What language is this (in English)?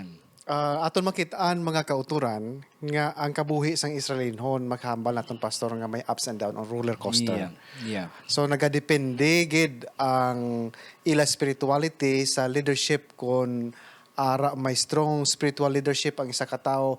Hiligaynon